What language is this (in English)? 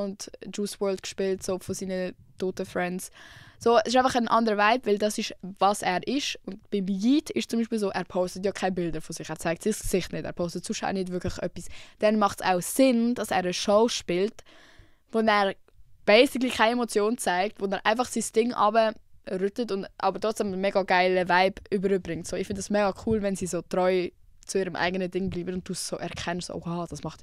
Swiss German